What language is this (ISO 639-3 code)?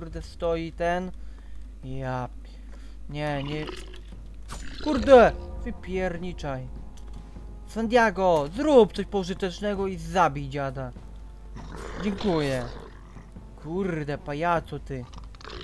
pol